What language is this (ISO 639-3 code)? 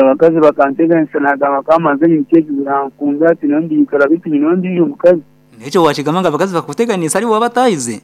nyn